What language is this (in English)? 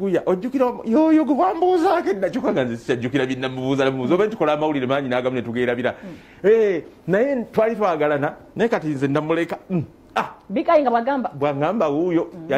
Ganda